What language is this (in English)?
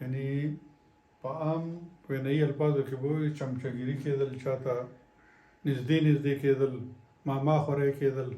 Pashto